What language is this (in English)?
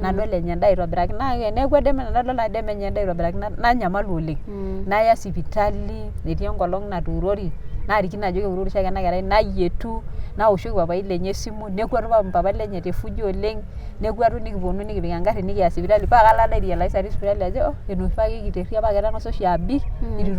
Masai